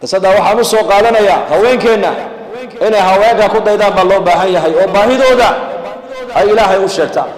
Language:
Somali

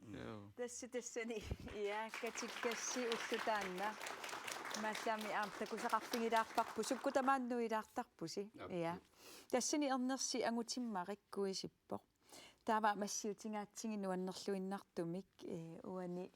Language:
Kalaallisut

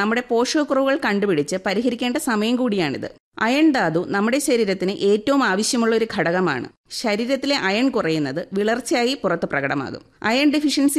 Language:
Malayalam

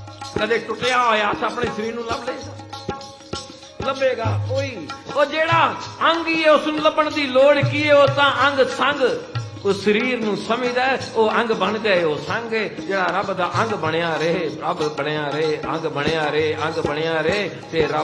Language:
Punjabi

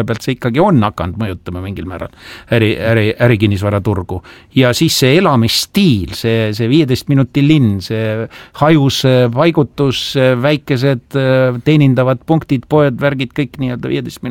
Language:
Estonian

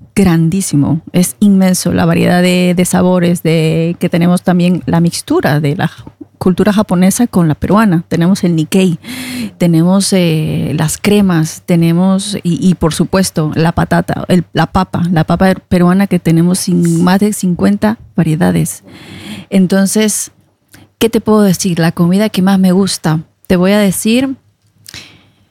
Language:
Spanish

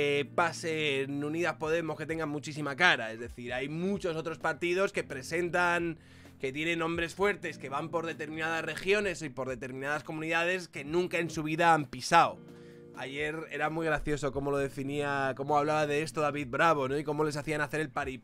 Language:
Spanish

